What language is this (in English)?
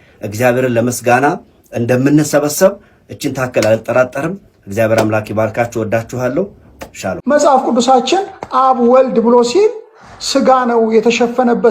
Amharic